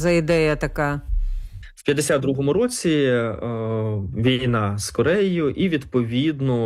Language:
Ukrainian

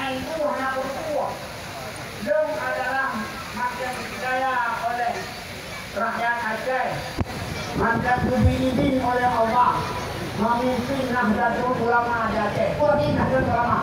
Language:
Achinese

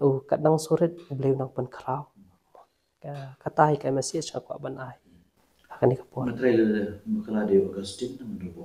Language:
Khasi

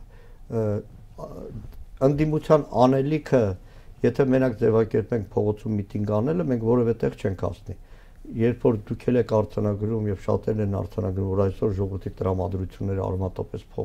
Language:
Armenian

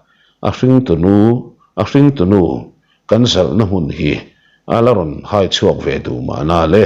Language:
Mizo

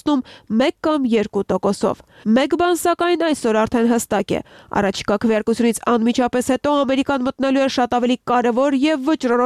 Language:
Armenian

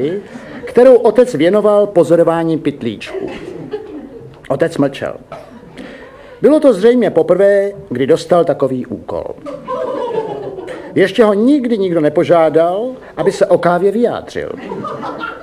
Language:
Czech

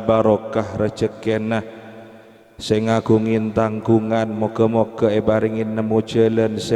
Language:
Madurese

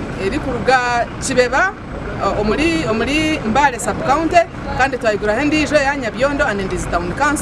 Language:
Nyankole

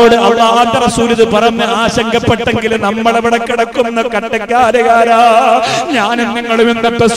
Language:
Malayalam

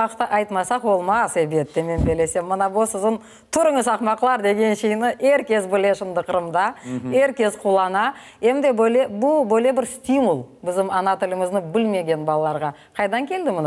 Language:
Crimean Tatar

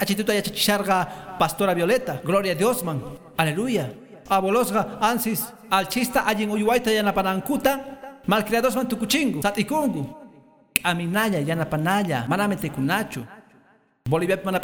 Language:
Quechua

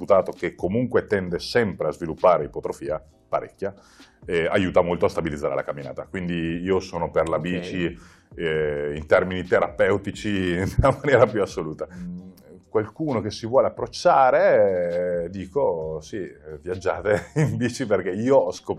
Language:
Italian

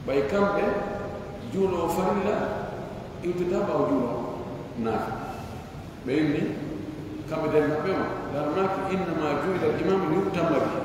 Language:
Pular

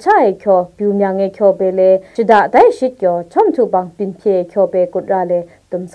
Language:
Kachin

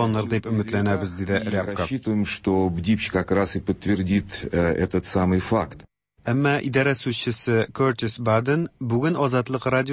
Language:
Tatar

